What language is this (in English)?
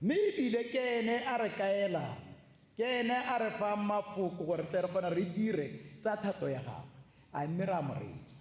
Tswana